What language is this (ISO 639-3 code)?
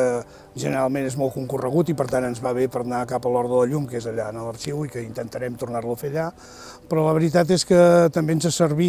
cat